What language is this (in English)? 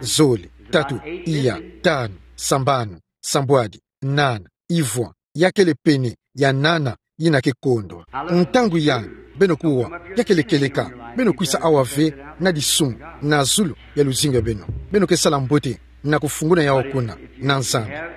Kituba (Democratic Republic of Congo)